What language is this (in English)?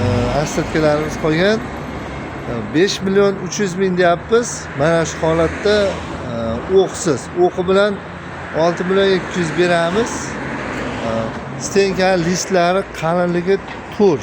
Uzbek